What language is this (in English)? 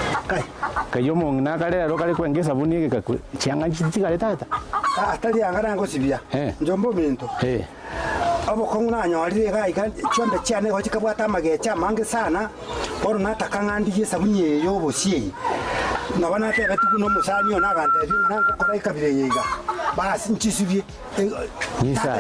Gusii